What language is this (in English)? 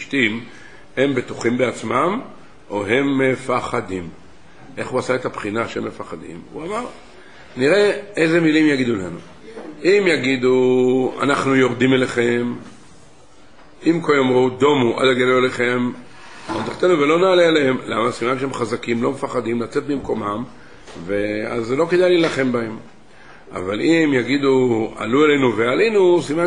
Hebrew